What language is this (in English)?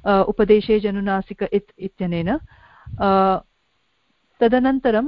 Sanskrit